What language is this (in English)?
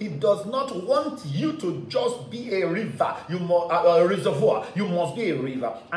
English